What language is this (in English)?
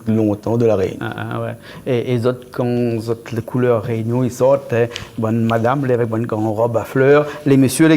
Réunion Creole French